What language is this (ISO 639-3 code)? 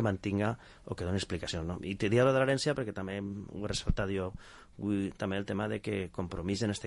cat